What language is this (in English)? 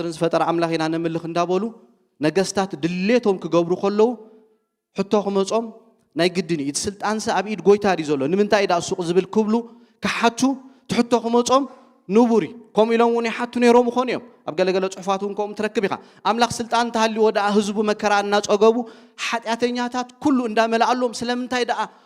Tigrinya